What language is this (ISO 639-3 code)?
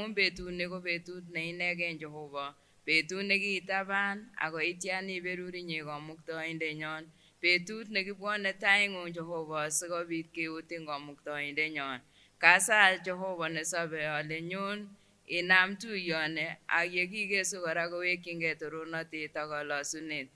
sgc